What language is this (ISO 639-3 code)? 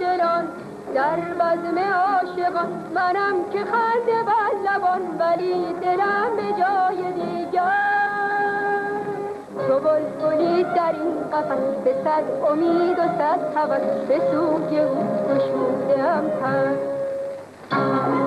fas